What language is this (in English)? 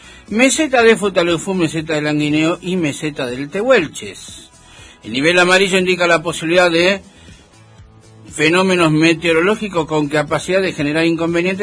Spanish